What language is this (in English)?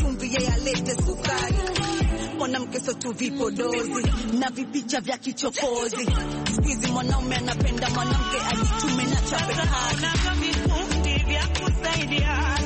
Swahili